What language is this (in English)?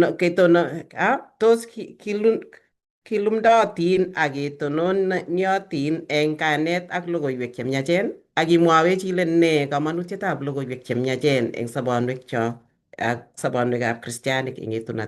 Kalenjin